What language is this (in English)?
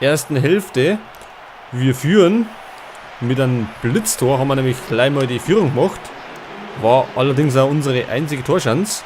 Bavarian